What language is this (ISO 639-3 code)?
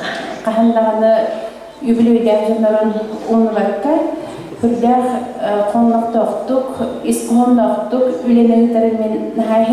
sah